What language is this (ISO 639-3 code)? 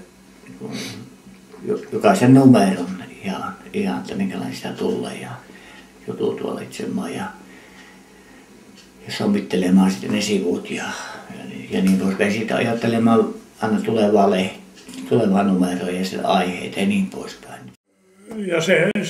fin